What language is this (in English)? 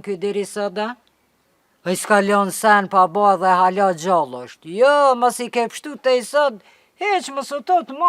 Albanian